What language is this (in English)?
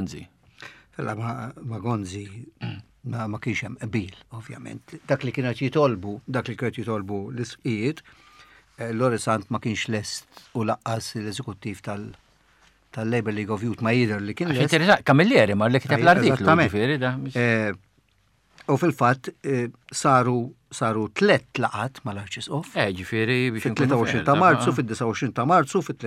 Maltese